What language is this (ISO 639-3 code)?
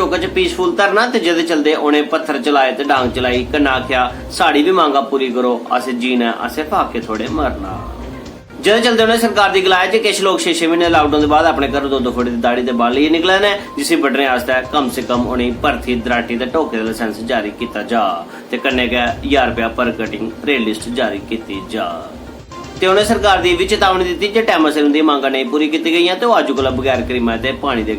doi